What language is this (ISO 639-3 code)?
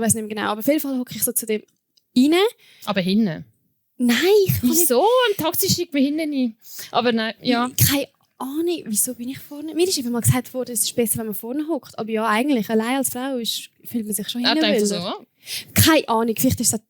gsw